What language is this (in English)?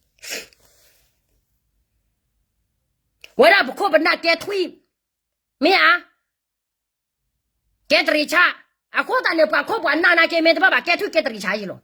S'gaw Karen